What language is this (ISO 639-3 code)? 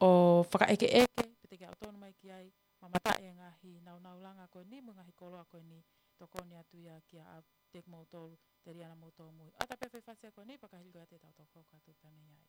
ton